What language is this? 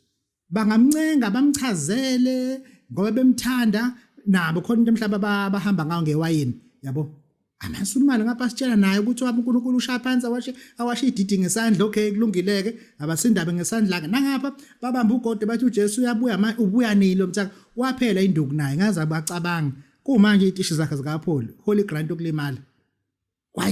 Zulu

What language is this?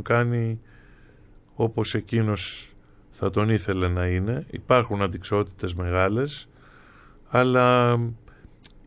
Greek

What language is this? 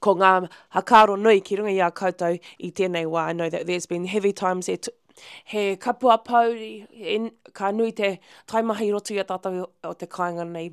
Māori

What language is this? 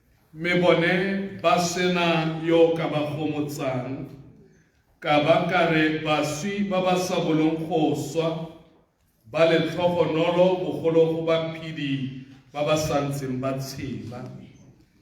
Tswana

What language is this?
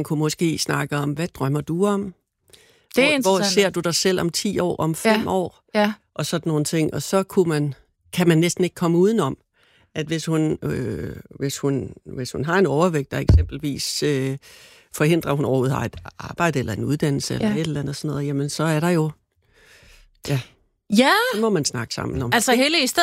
Danish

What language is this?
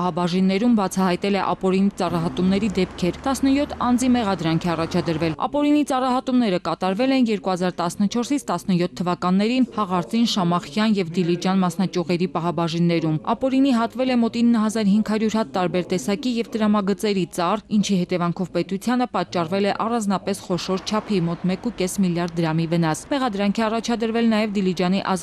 Armenian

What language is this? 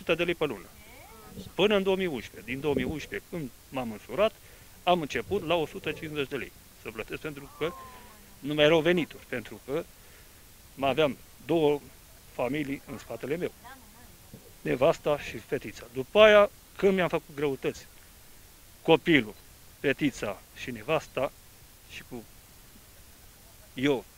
Romanian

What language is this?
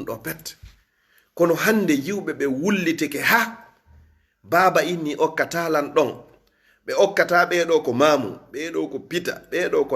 Fula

